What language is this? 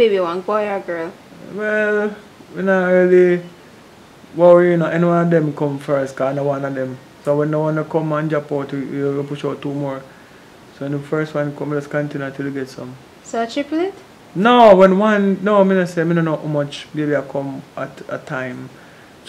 Jamaican Creole English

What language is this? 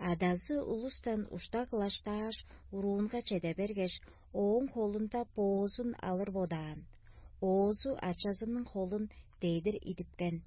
Tuvinian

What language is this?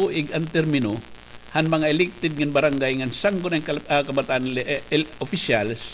Waray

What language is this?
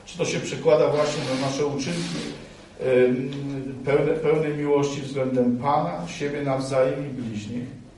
Polish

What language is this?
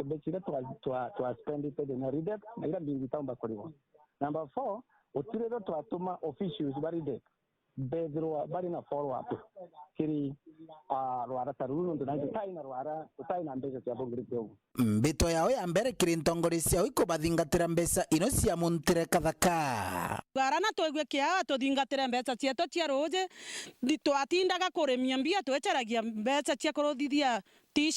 Meru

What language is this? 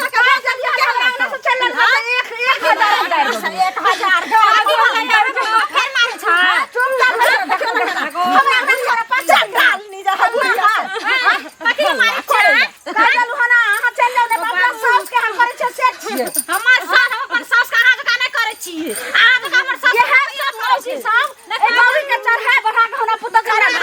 Maithili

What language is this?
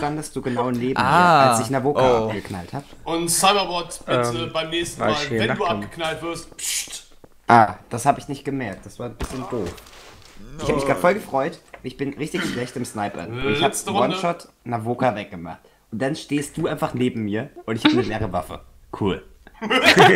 German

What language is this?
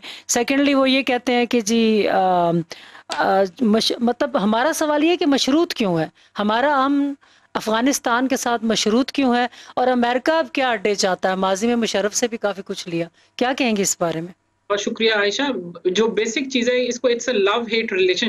Urdu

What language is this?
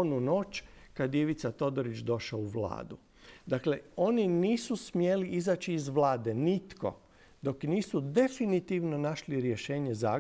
Croatian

